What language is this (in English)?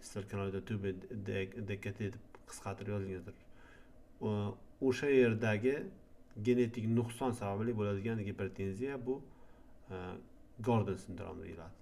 Uzbek